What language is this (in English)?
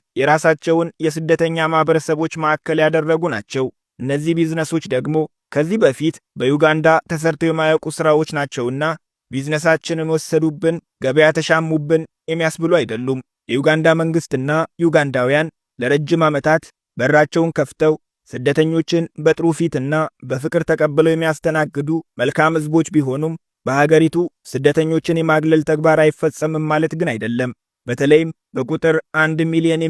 Amharic